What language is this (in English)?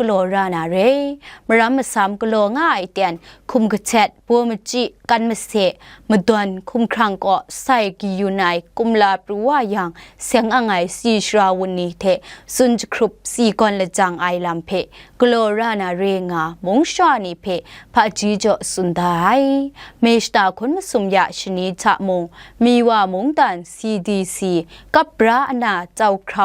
Kachin